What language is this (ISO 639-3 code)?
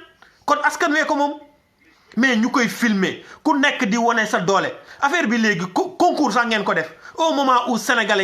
wol